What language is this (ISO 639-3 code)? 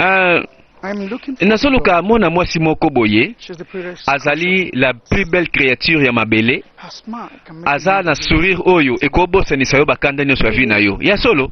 lin